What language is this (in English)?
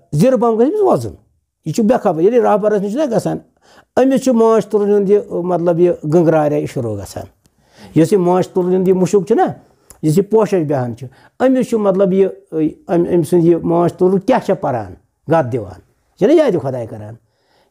Kashmiri